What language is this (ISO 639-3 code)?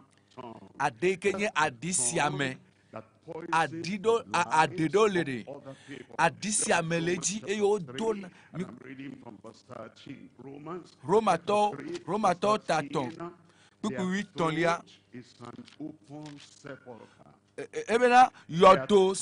ewe